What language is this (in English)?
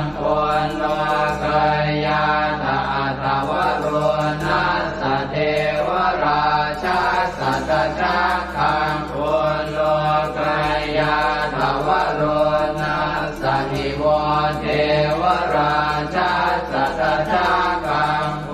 Pali